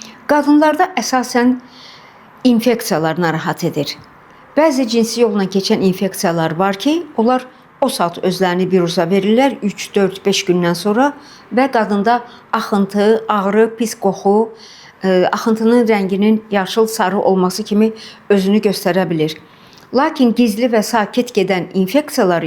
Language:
Azerbaijani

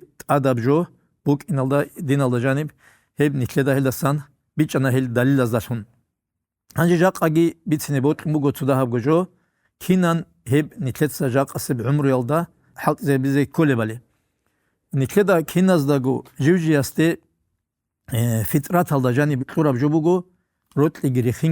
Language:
Avaric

